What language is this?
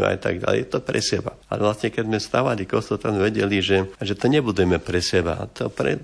Slovak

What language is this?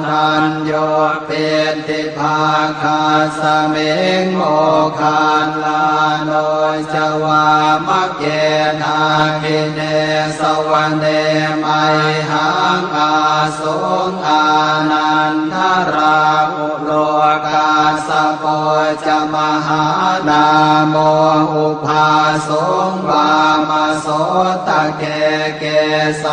Pali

